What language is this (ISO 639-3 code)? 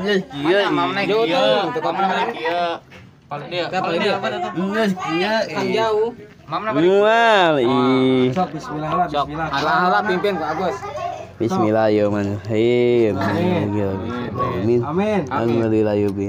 sun